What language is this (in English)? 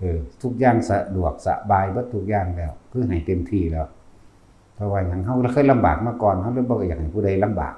Northeastern Thai